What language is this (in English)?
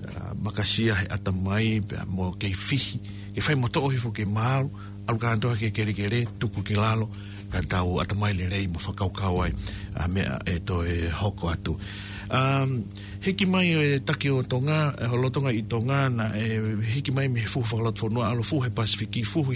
Tongan